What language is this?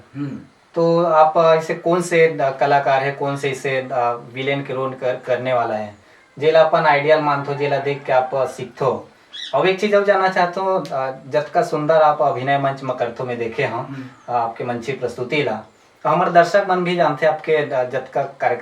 Chhattisgarhi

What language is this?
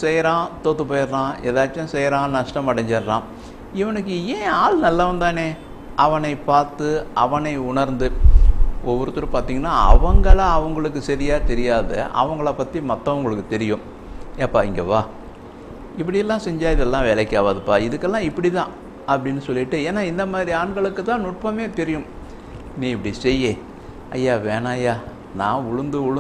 Tamil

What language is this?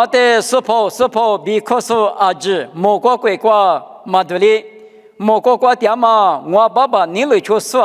Lisu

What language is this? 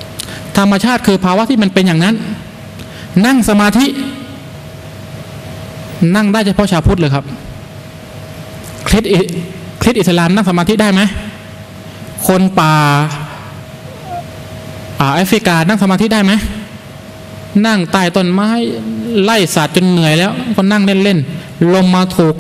Thai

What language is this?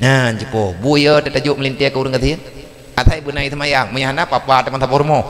Achinese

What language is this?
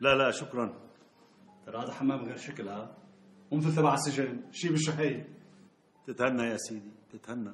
North Levantine Arabic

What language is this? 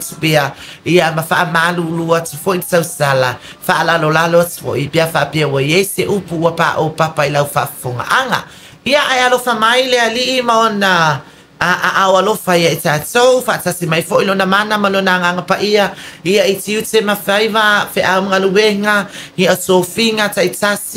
Samoan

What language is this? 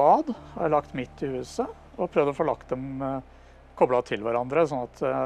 Norwegian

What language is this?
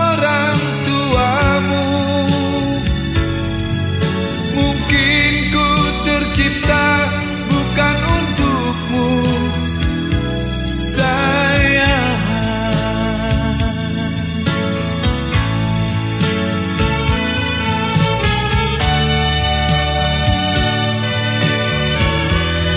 Indonesian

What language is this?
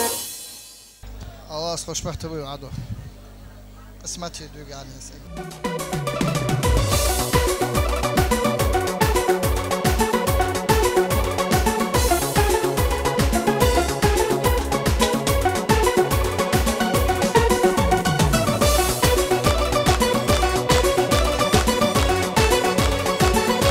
Azerbaijani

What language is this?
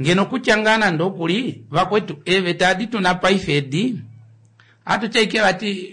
Kuanyama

